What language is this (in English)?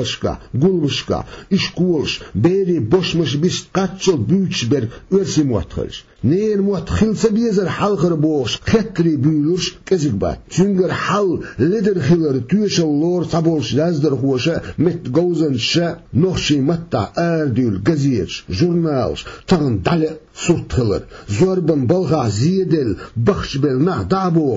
Chechen